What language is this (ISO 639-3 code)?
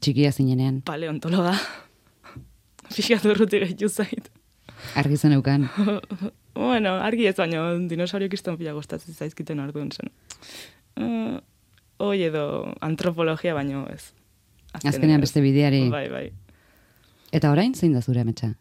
eus